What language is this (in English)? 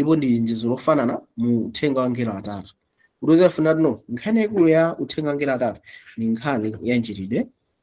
Nyanja